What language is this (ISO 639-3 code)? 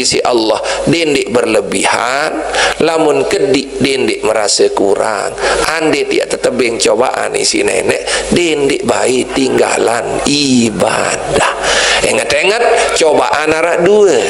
sas